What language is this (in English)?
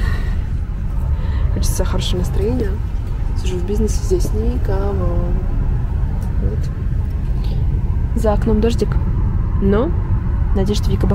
Russian